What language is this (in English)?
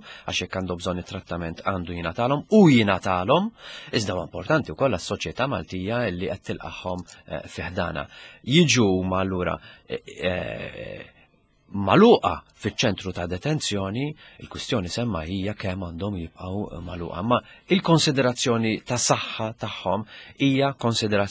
Maltese